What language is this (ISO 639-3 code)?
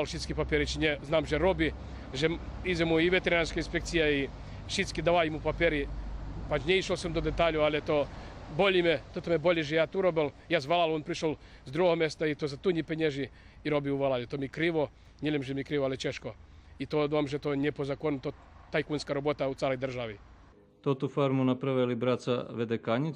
rue